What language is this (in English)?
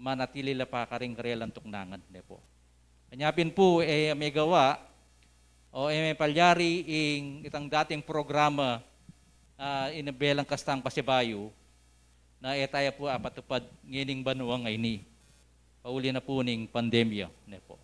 Pampanga